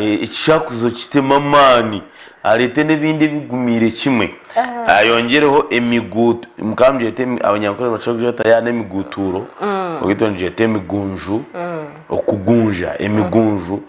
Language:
Nyankole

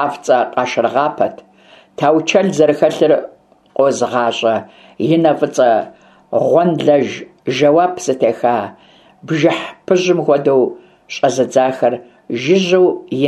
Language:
Kabardian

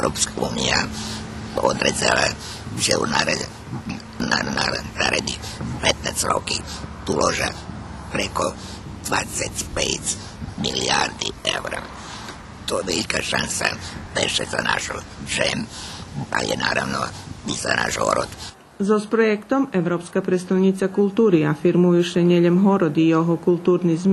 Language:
Rusyn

